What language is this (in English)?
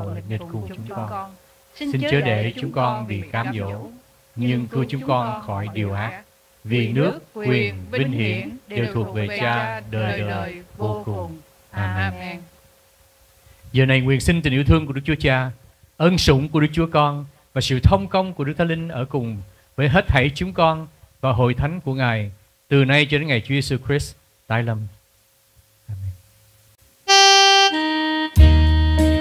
Vietnamese